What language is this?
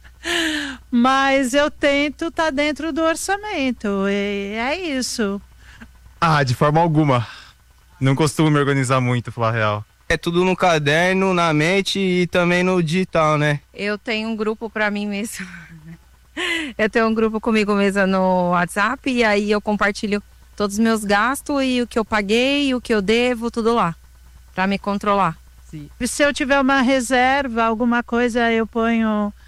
Portuguese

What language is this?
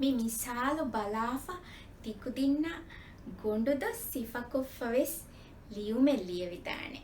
Divehi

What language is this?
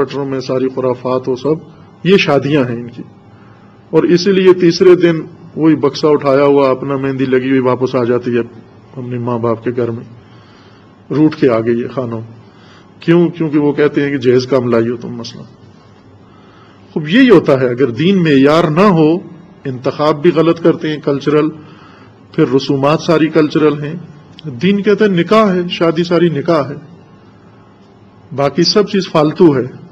Urdu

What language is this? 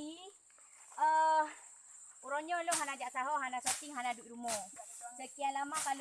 Achinese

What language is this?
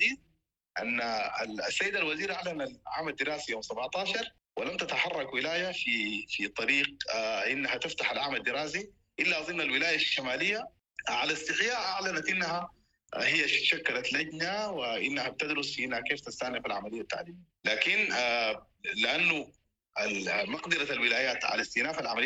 Sudanese Arabic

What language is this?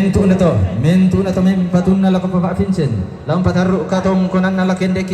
Toraja-Sa'dan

